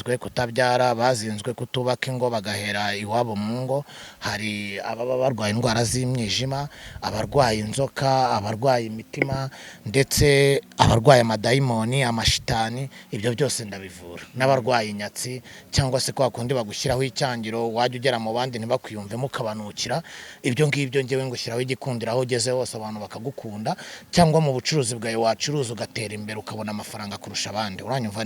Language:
Kinyarwanda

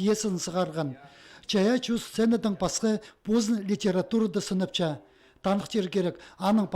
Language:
Khakas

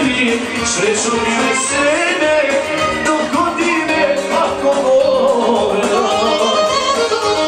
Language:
Croatian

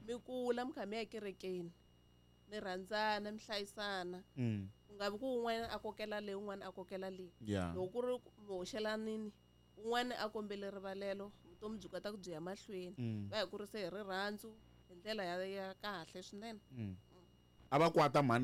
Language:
Tsonga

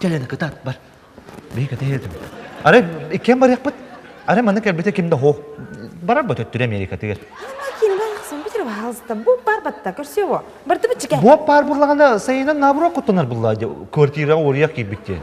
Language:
Yakut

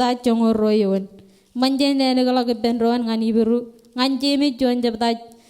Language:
Marshallese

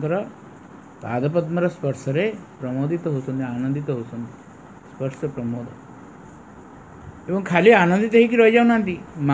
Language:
Odia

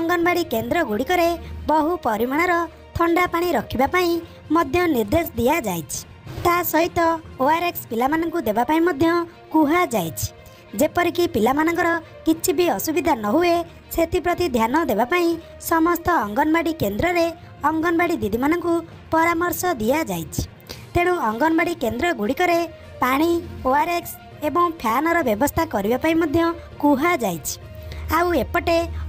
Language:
Odia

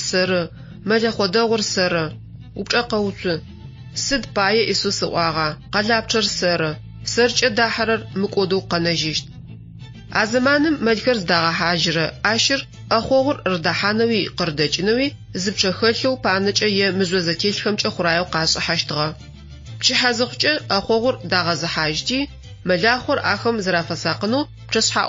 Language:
Adyghe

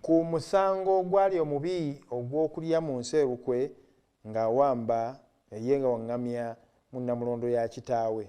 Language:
Ganda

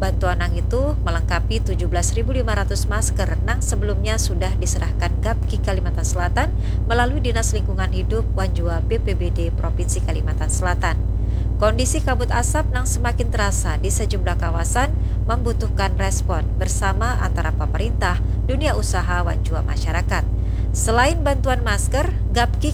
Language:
Banjar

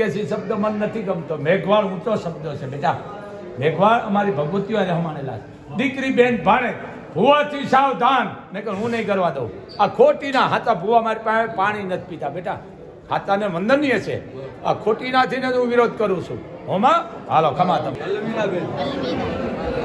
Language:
Gujarati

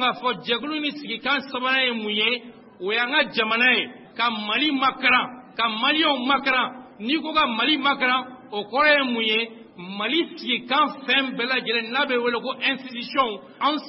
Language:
Bambara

